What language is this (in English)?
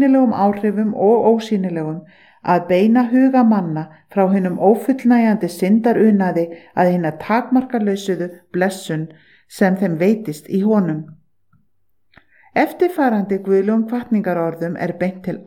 Icelandic